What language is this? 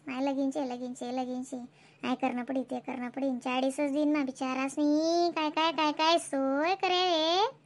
Khandesi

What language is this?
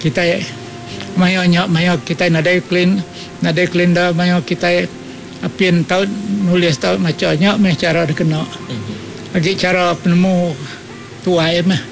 Iban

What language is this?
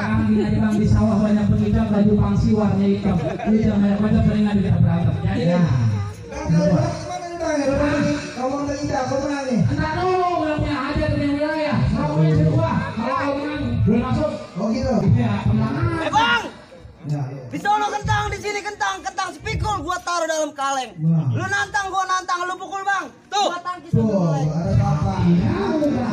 Betawi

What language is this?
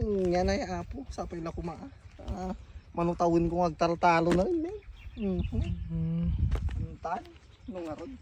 Iloko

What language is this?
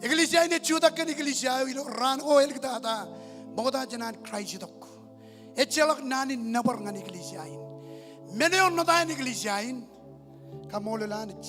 Marshallese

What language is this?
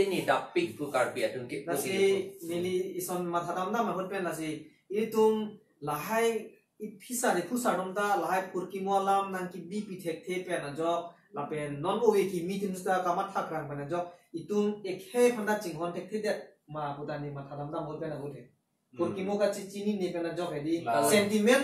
Karbi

